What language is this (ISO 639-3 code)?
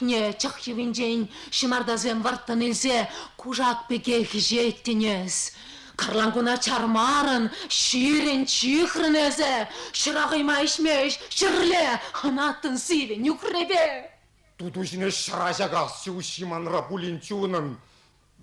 chv